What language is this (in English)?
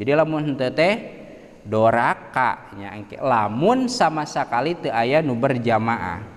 Sundanese